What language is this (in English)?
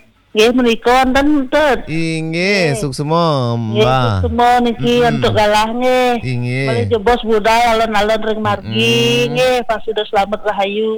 Balinese